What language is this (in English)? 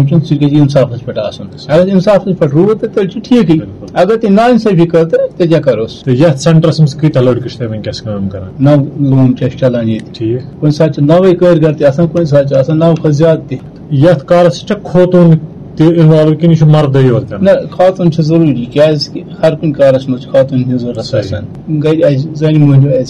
Kashmiri